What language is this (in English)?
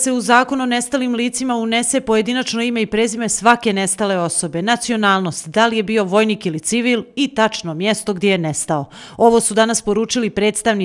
Bosnian